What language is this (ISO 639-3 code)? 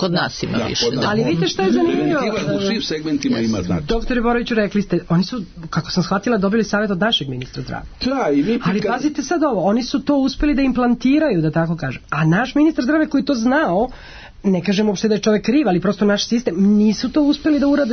srp